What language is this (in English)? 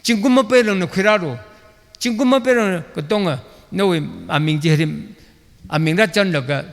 Tangkhul Naga (India)